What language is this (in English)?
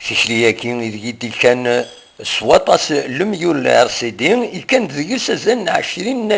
Kabyle